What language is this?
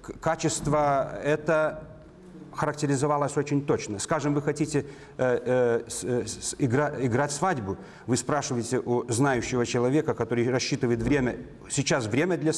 Russian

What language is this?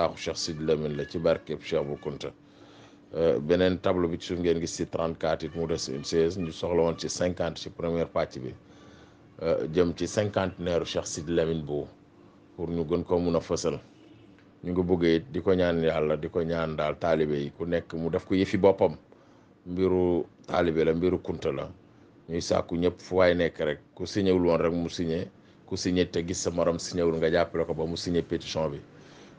Wolof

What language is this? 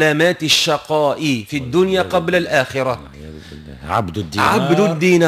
Tunisian Arabic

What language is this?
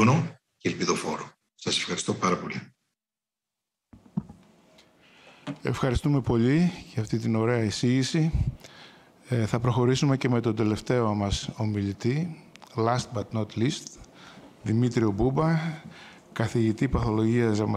Greek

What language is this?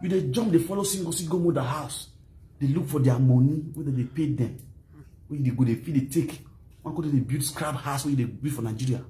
Nigerian Pidgin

